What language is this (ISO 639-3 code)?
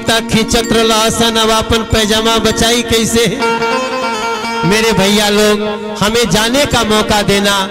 bho